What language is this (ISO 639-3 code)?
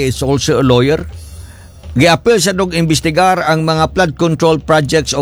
ceb